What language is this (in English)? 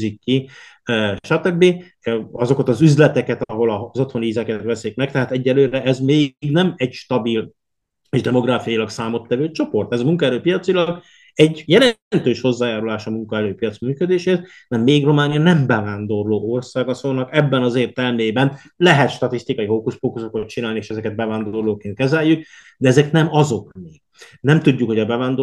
Hungarian